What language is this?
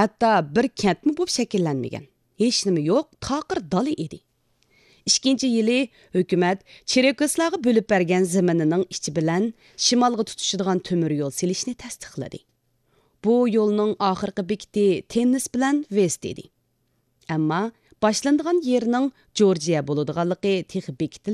Uyghur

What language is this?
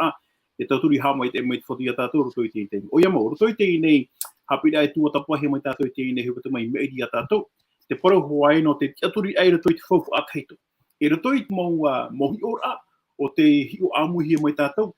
Tahitian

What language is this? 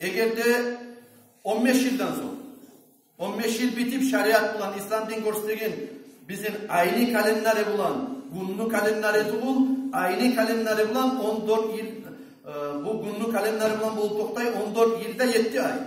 Kumyk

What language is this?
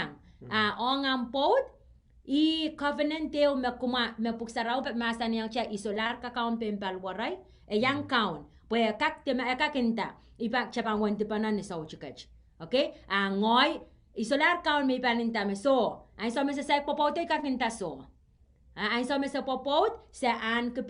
Pohnpeian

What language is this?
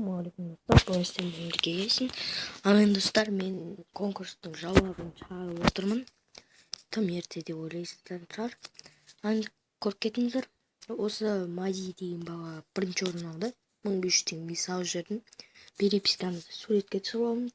Kazakh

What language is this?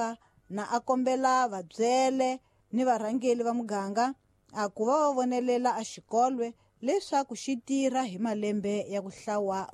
Tsonga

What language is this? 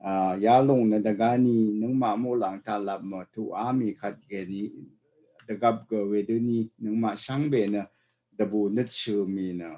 Rawang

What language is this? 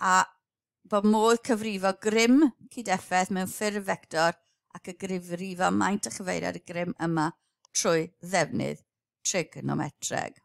Welsh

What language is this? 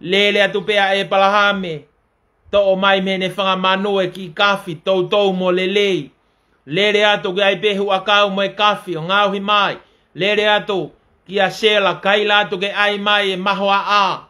Tongan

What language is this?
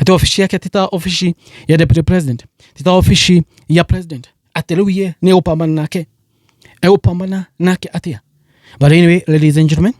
Kikuyu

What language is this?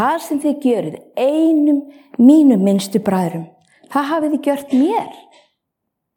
Icelandic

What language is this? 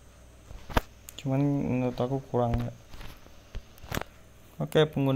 Indonesian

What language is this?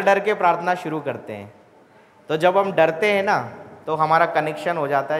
Hindi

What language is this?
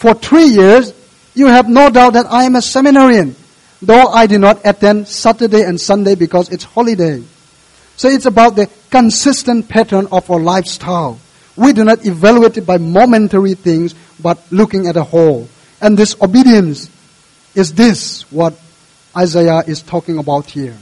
English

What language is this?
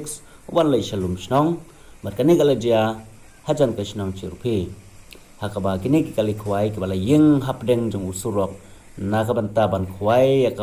Khasi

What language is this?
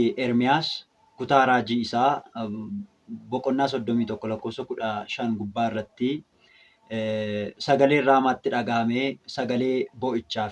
Oromo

